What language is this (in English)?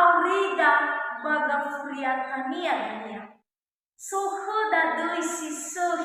Nias